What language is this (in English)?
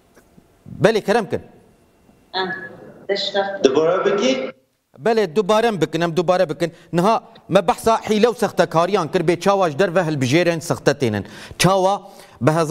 Kurdish